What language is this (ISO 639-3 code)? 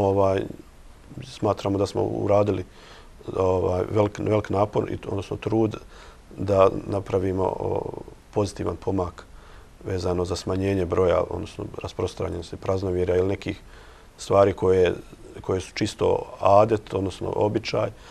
bos